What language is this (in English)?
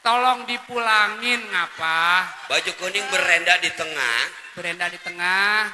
Betawi